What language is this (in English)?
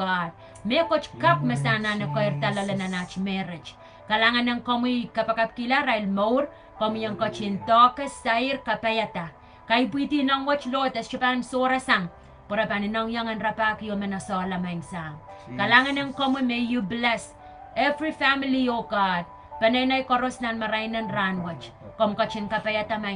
Pohnpeian